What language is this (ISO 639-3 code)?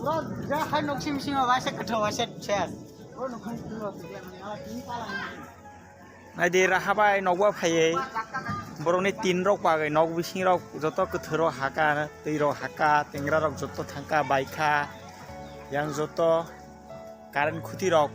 trp